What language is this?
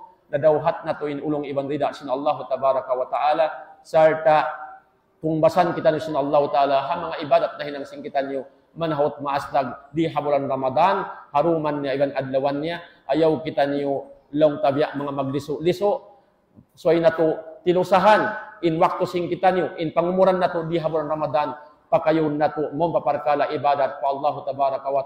Tausug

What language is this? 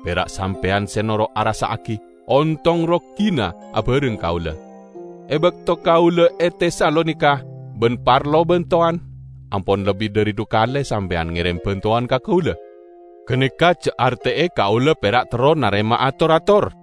Madurese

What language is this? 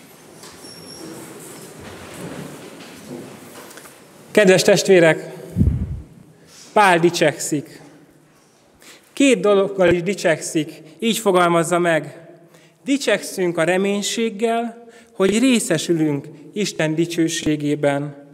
Hungarian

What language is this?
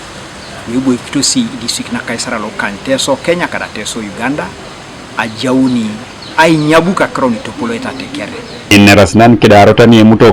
Teso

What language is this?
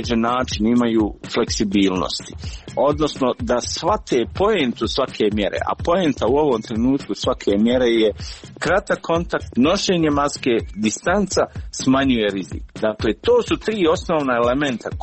Croatian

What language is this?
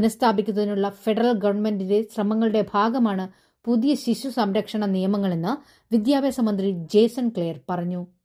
Malayalam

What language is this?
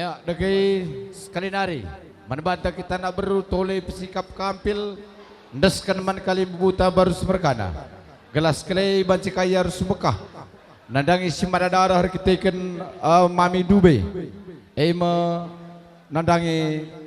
Batak Karo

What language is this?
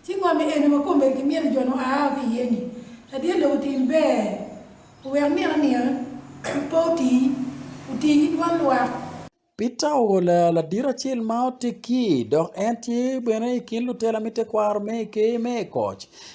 Acoli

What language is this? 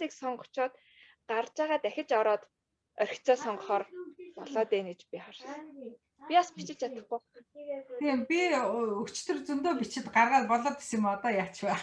Mongolian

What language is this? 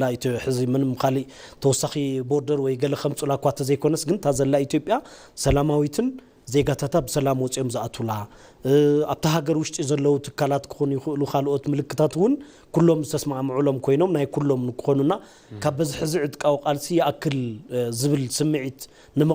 Tigrinya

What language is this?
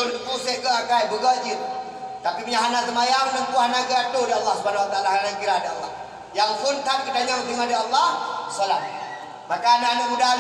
Achinese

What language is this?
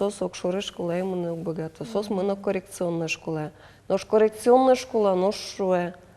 Udmurt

